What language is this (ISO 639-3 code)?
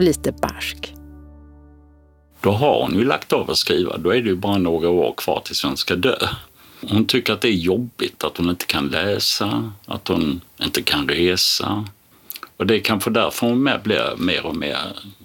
swe